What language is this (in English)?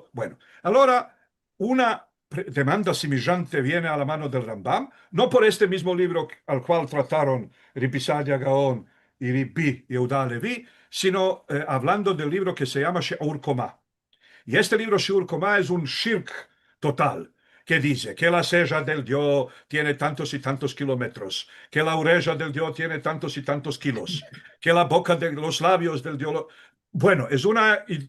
Ladino